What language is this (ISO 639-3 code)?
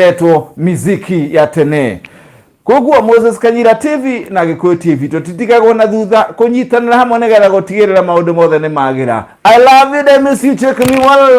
kik